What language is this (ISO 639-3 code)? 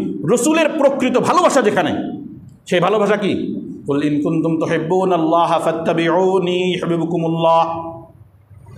ben